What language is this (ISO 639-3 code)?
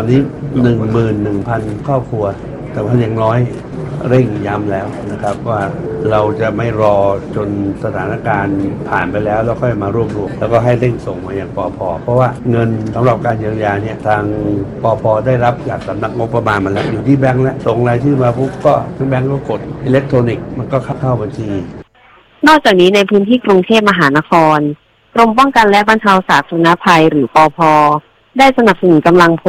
tha